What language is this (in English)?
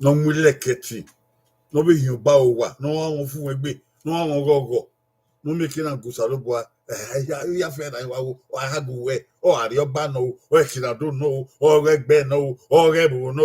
Bini